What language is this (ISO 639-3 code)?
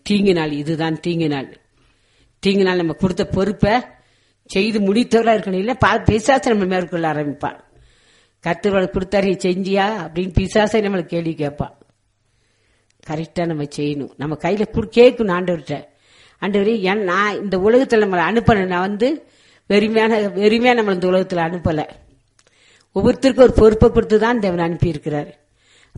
tam